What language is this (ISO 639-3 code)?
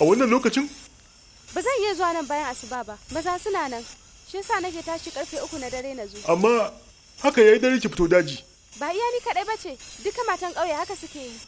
hau